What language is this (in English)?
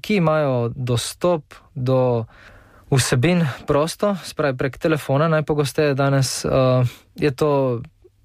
Slovenian